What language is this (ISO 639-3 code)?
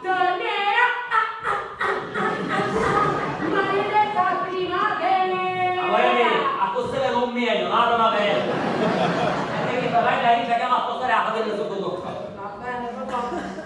scn